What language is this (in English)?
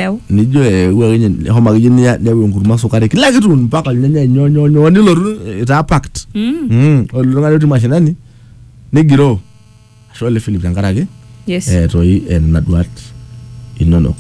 Masai